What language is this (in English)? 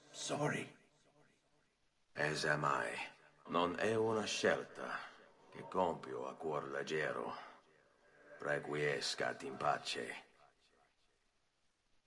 English